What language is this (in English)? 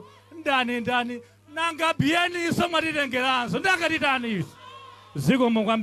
Nyanja